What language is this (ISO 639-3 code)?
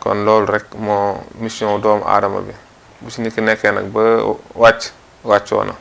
wol